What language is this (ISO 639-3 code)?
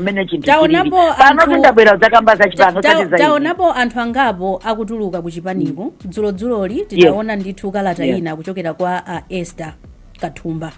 nya